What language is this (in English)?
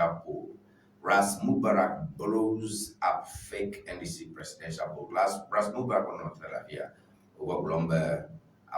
Ewe